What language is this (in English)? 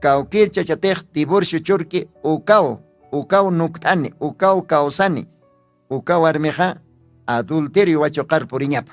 Aymara